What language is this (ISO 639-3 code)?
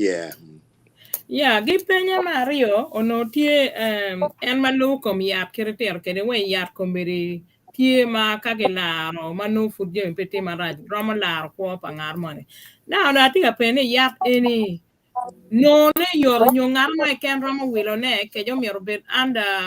ach